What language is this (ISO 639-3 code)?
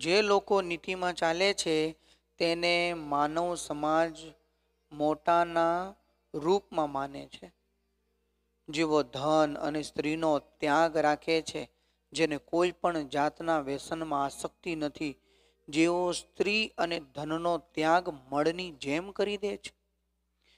guj